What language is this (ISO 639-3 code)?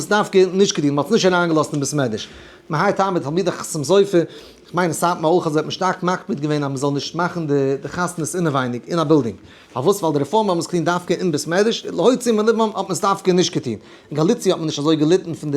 yid